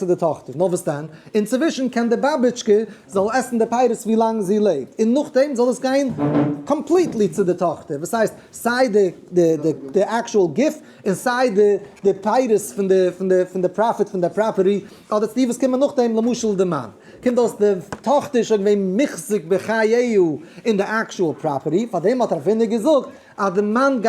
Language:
Yiddish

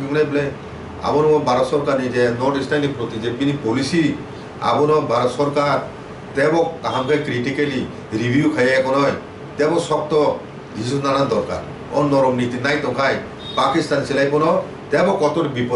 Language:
Kok Borok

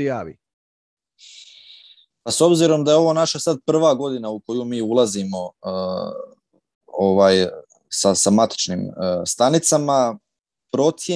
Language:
Croatian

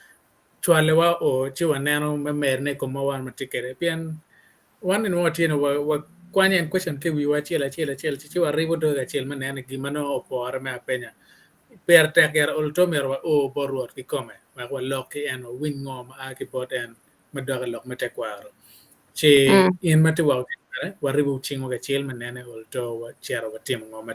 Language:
Acoli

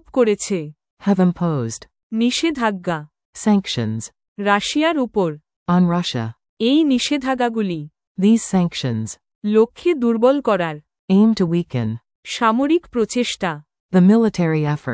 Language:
Bangla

